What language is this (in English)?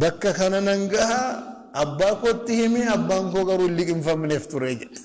Oromo